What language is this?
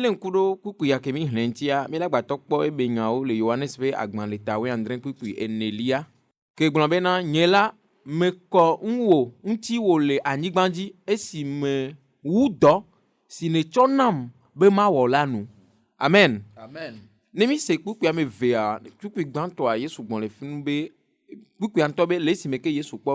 Ewe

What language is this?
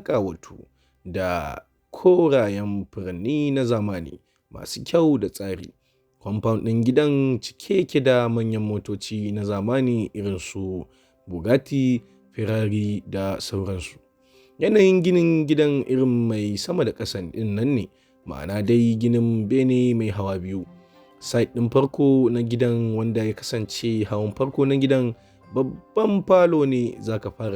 Hausa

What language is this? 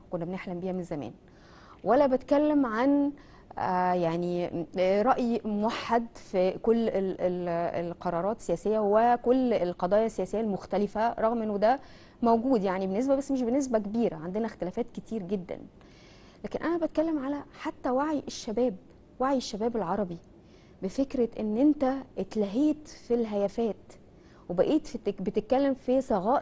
Egyptian Arabic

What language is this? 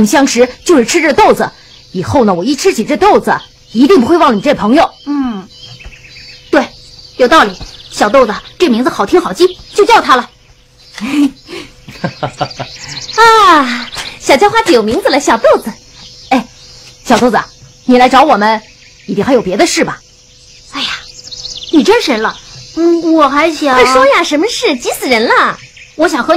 Chinese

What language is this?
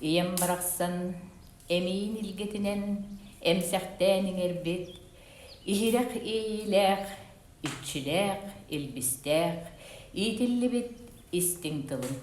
Yakut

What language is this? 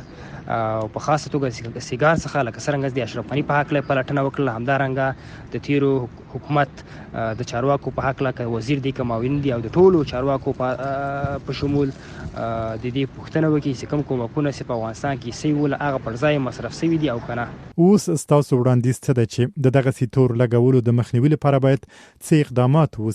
Pashto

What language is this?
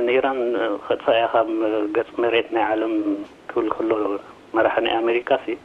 Tigrinya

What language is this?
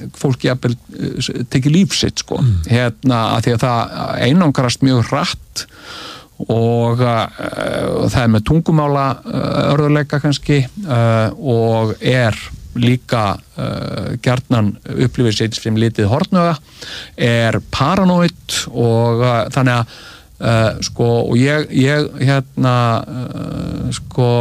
Icelandic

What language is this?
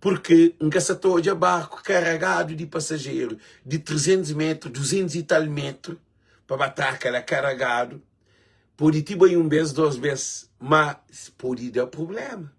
Kabuverdianu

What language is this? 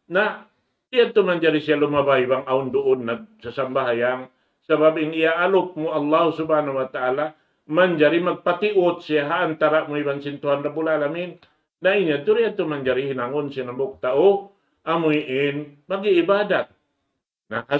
Tausug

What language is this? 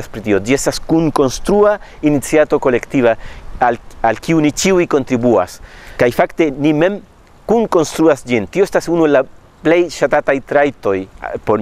Esperanto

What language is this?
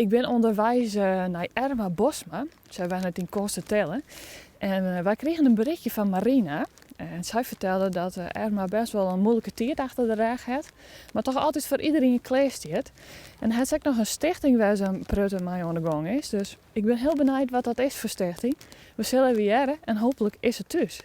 Western Frisian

